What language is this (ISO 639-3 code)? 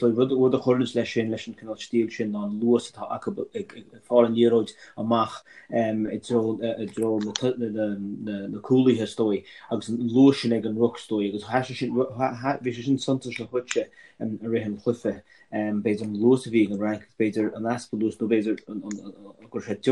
gle